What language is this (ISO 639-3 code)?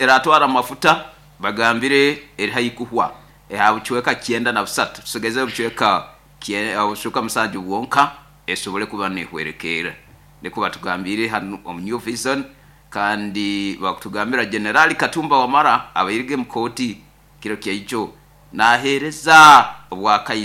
nyo